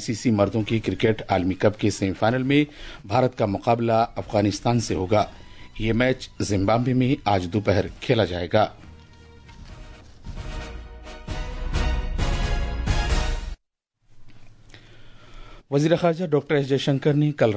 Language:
Urdu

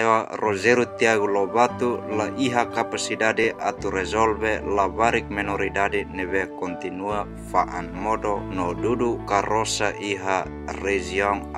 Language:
Tetum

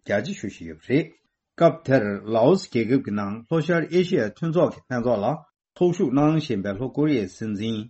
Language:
Tibetan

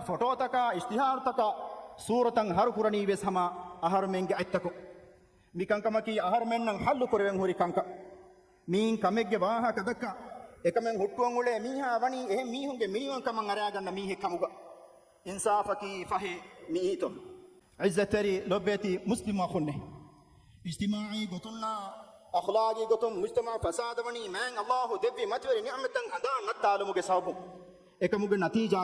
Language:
Divehi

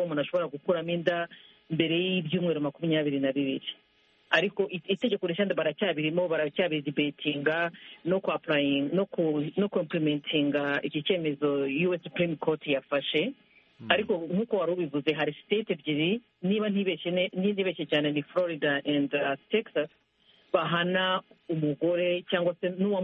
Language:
Kinyarwanda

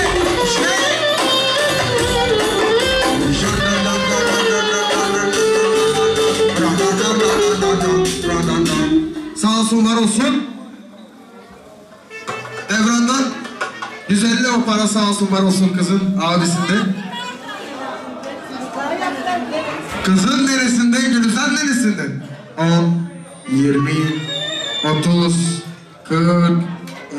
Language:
Turkish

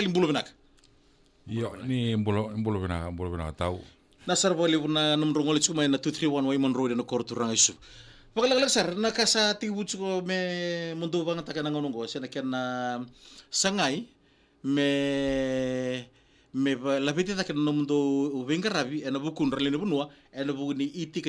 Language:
Fijian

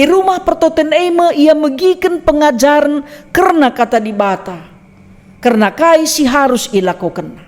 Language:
Batak Karo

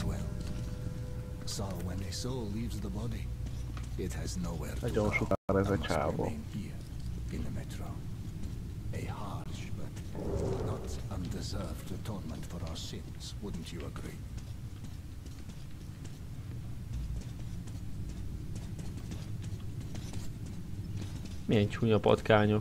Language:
Hungarian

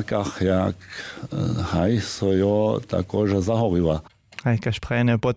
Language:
Upper Sorbian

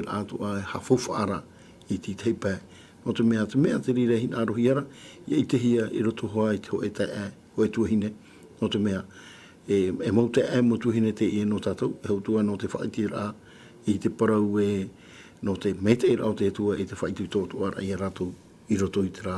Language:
Tahitian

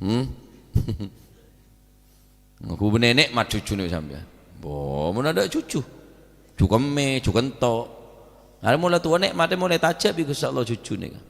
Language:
Madurese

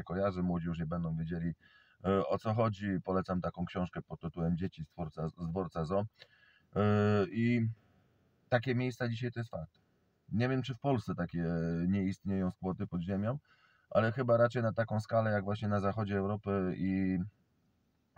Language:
Polish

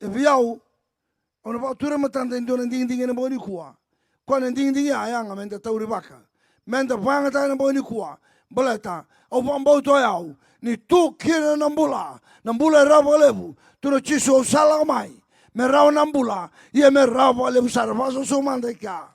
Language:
Fijian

